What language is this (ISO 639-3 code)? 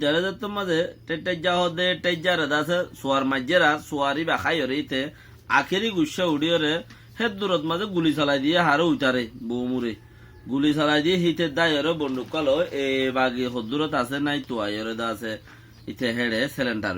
rhg